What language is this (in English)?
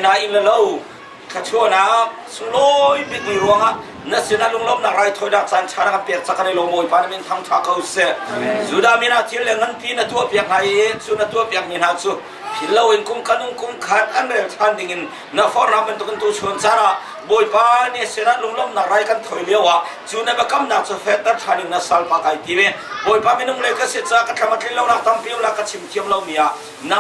Hakha Chin